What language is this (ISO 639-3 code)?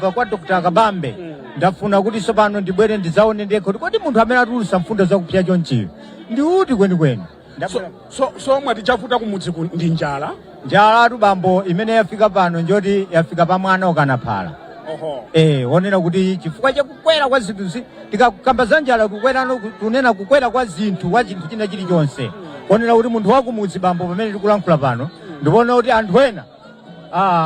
nya